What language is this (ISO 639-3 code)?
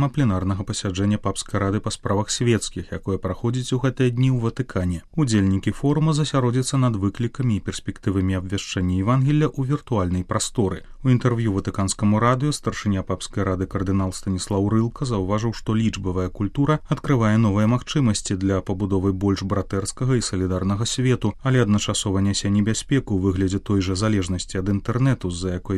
bel